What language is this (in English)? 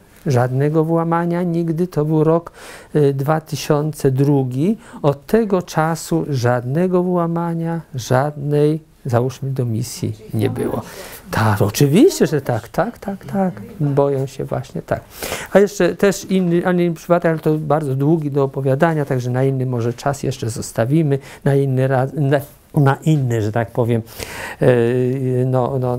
Polish